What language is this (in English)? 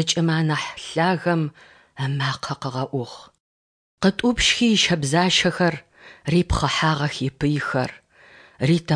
Adyghe